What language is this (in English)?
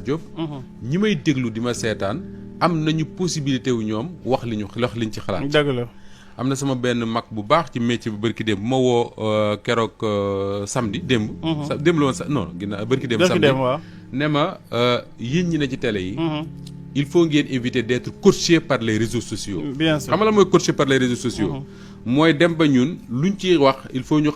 Wolof